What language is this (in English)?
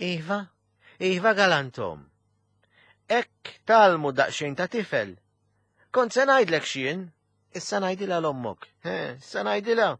Maltese